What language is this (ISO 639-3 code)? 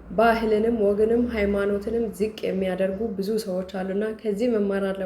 amh